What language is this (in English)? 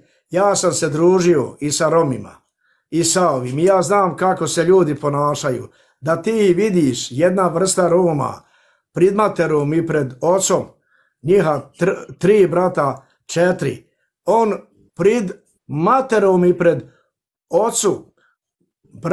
Bosnian